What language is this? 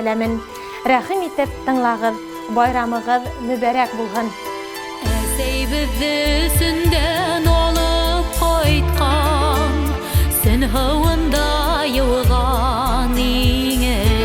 Bashkir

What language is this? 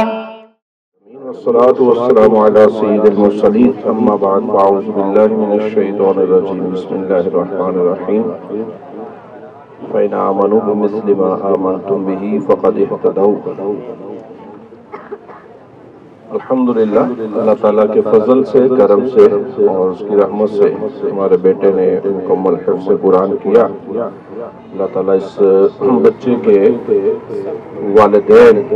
Urdu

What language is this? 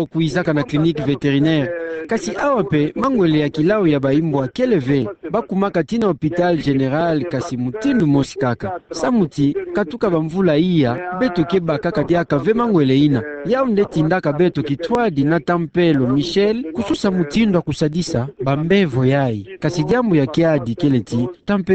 Kituba (Democratic Republic of Congo)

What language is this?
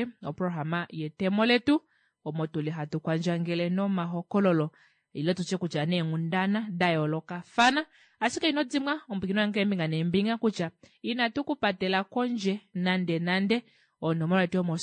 Kuanyama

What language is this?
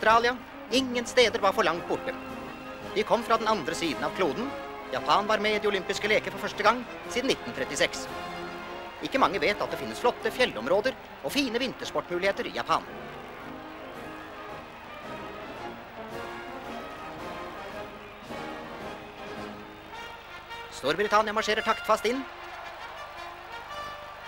Norwegian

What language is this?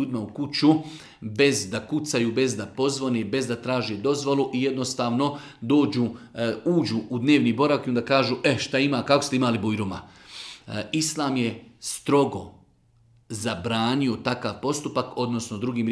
Bosnian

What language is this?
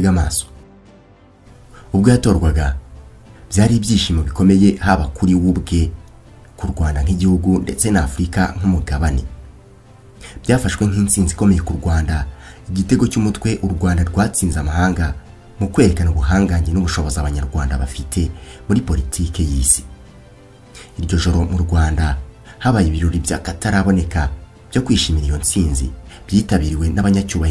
Kinyarwanda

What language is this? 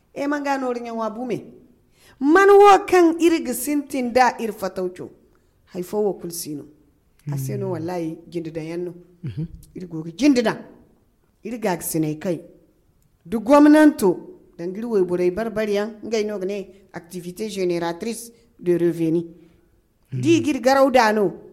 Zarma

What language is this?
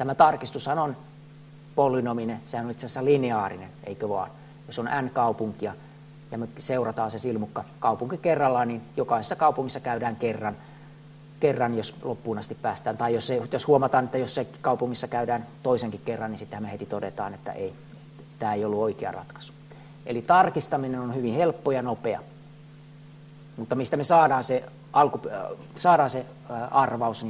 Finnish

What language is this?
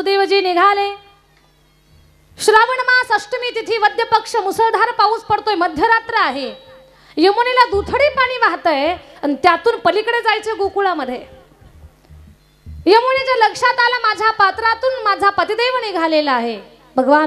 Marathi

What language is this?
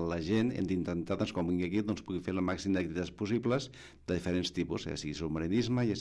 Catalan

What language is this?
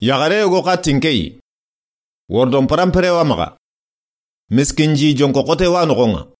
Soninke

